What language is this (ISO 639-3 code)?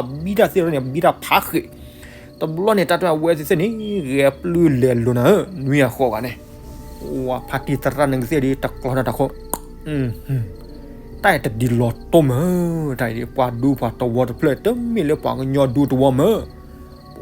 ksw